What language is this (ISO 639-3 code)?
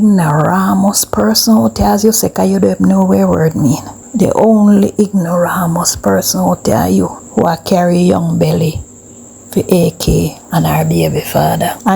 jam